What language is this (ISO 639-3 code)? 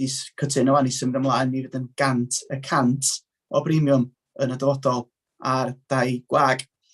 cym